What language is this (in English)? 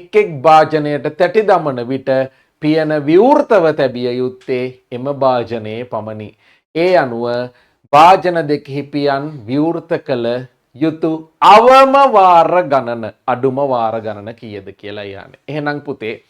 Sinhala